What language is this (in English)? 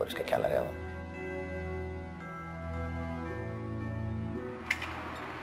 Swedish